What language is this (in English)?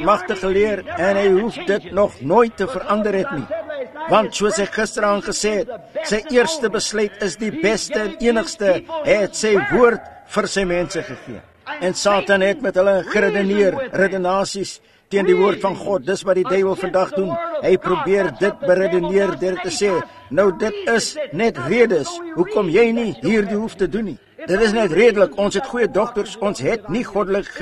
Afrikaans